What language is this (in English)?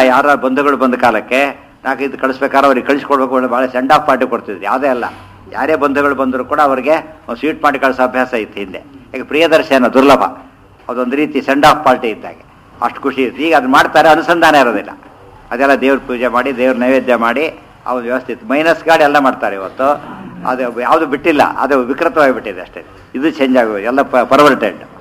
Kannada